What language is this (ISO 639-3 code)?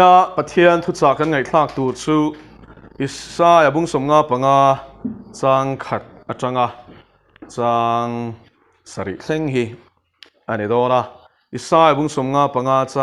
lus